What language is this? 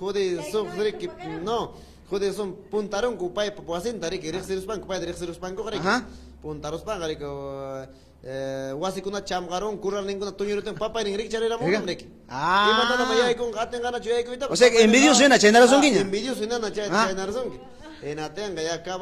Ayacucho Quechua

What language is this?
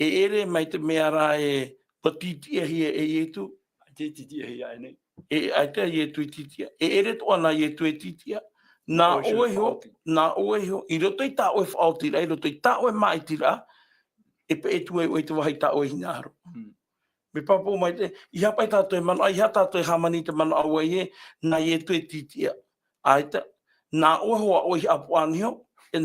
Tahitian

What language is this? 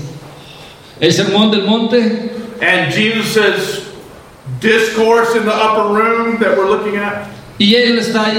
Spanish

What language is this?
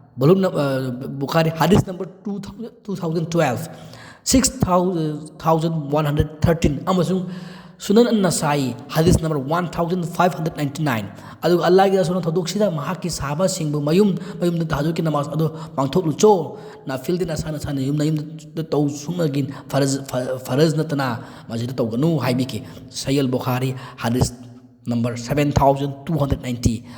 Manipuri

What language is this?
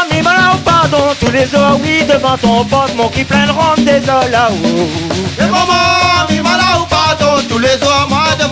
Réunion Creole French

